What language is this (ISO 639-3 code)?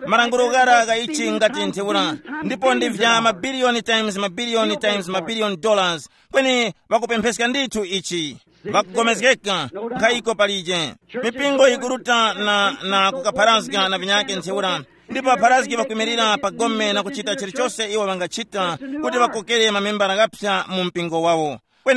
tum